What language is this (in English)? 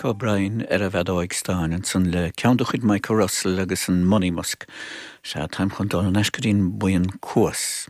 Irish